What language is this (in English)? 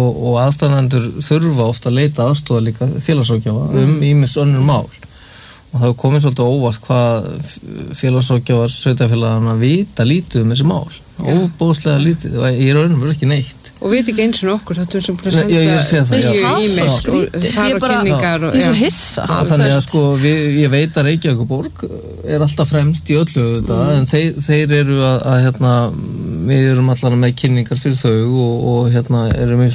Icelandic